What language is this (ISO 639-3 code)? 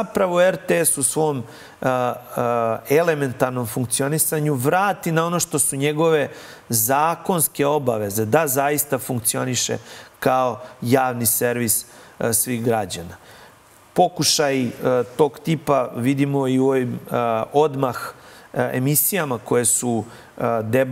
srp